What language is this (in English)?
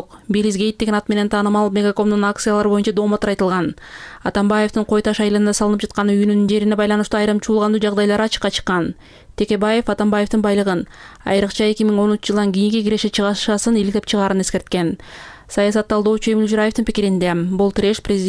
Kyrgyz